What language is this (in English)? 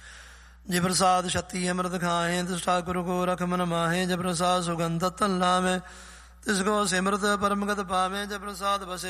Punjabi